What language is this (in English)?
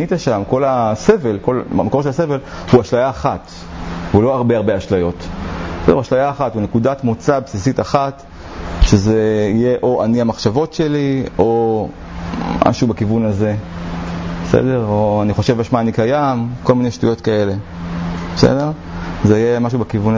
Hebrew